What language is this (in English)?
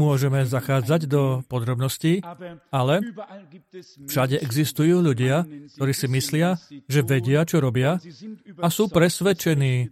Slovak